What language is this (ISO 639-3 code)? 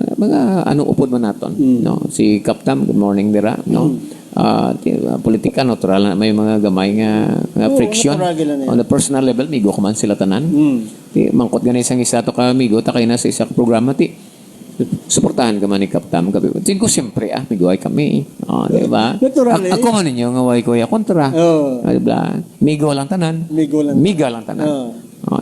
hil